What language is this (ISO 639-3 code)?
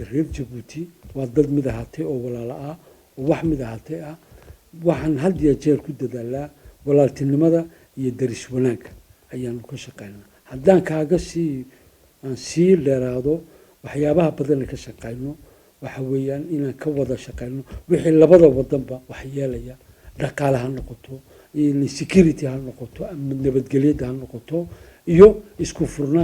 som